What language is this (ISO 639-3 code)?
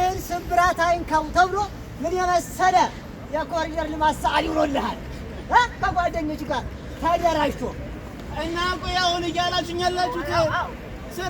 amh